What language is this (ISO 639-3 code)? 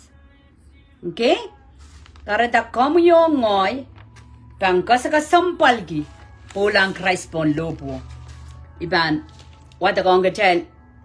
pon